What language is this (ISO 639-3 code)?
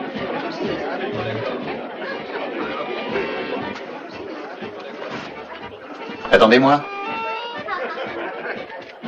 fra